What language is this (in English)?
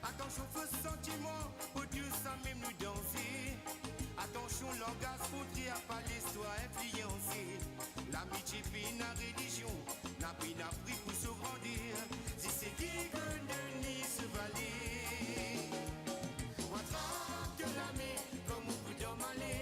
Morisyen